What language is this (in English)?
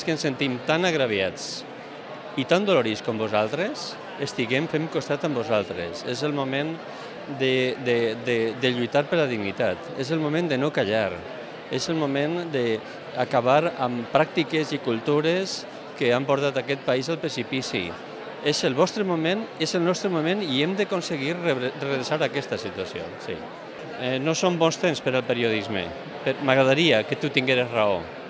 Catalan